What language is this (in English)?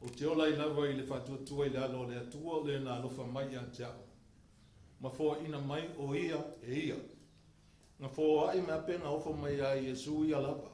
Samoan